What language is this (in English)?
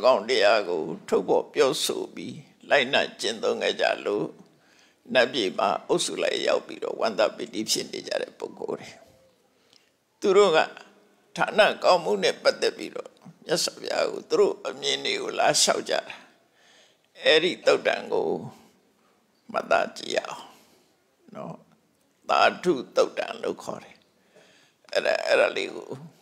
Burmese